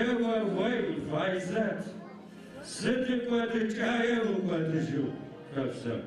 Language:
Adyghe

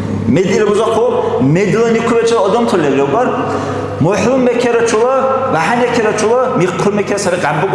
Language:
Dargwa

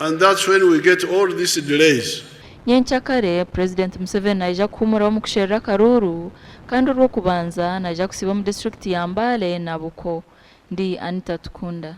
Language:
Nyankole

